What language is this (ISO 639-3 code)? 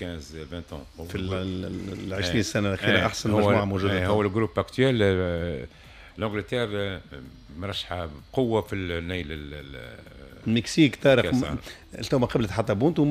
aeb